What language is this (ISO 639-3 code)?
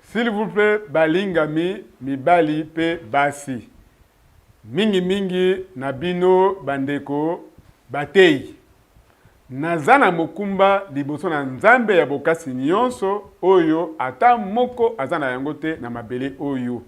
lin